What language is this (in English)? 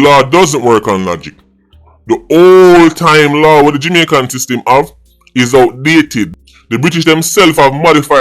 Jamaican Creole English